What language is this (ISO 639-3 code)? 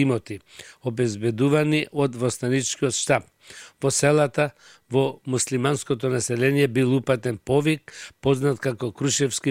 mkd